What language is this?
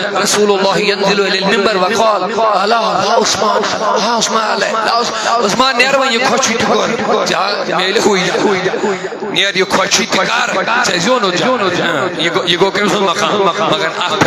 Kashmiri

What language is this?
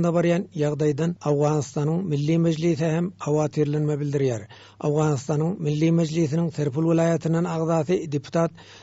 Turkmen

